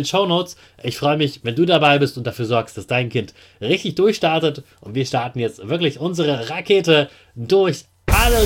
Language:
German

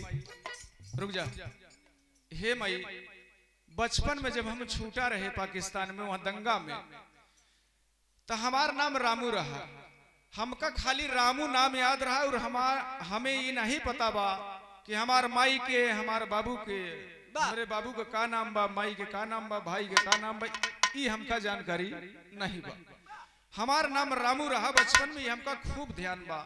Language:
Bhojpuri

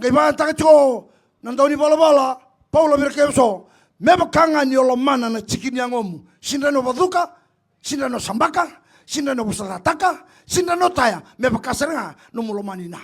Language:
Fijian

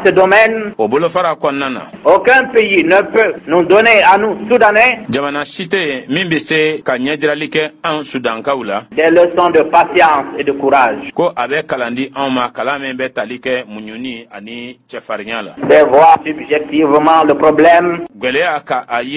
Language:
Bambara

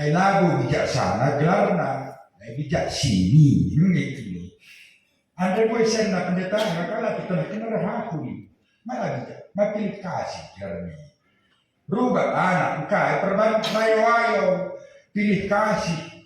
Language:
Batak Karo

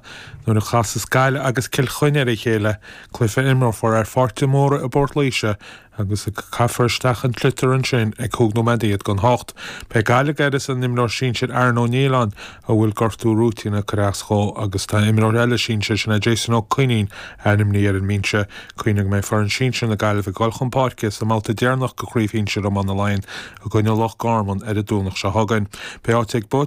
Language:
Irish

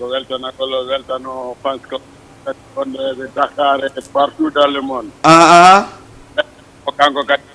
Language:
Fula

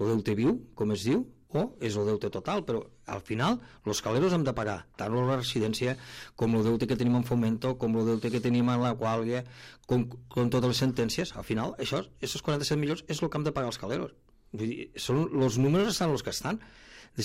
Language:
Catalan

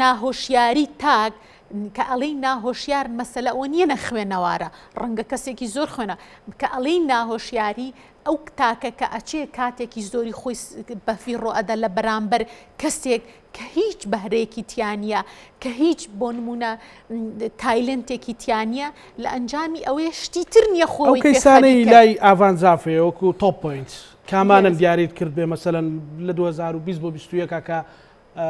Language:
Central Kurdish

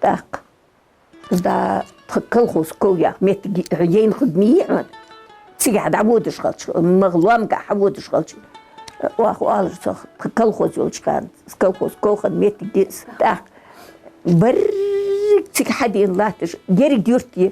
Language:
Ingush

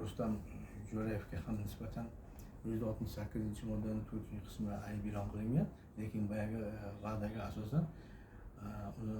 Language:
Uzbek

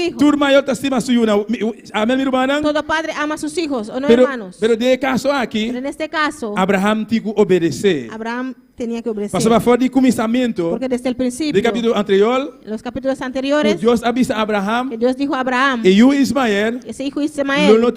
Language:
Papiamento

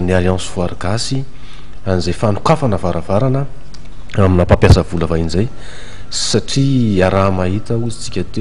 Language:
Malagasy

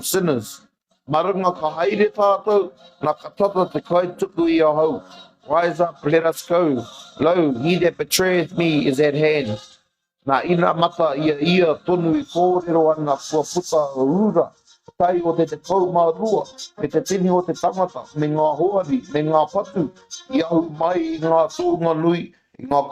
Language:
Māori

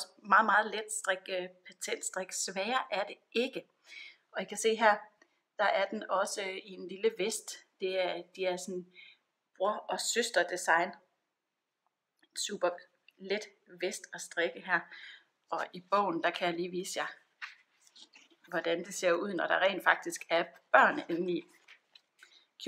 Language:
Danish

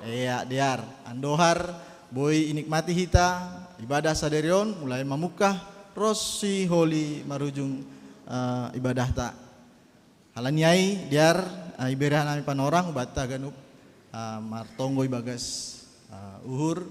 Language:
Batak Simalungun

